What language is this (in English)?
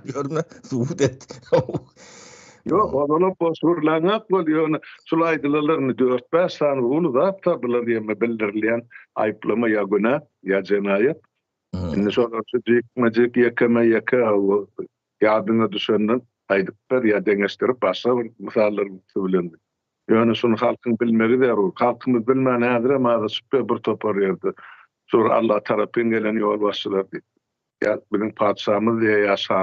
Turkmen